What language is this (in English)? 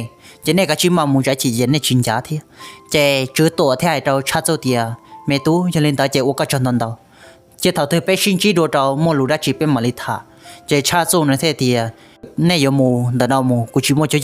Hmong